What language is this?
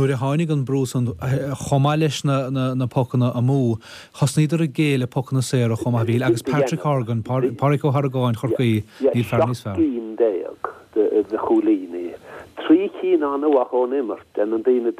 Irish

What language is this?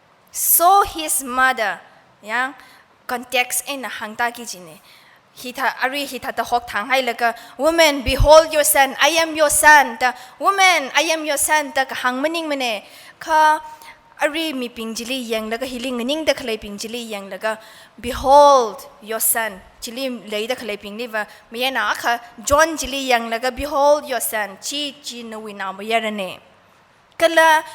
Tangkhul Naga (India)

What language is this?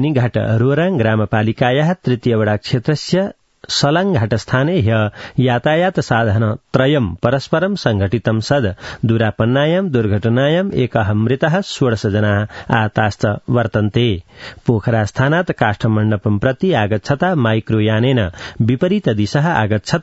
Sanskrit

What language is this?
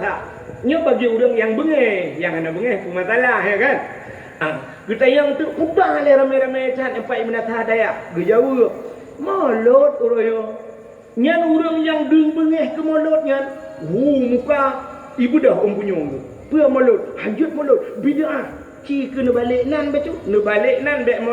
Achinese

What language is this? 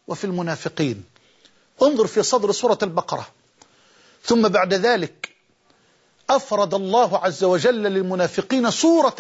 Arabic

